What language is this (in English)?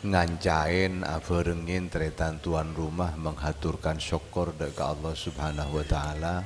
Madurese